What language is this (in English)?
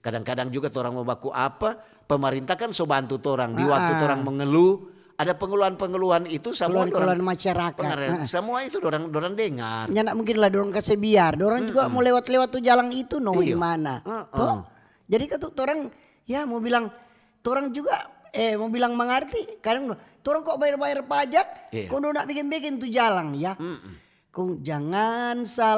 Manado Malay